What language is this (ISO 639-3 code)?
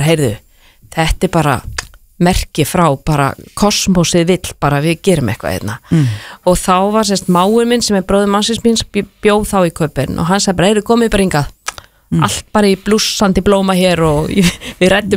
isl